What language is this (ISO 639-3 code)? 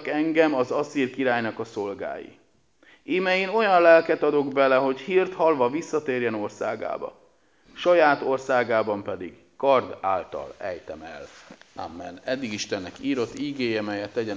hun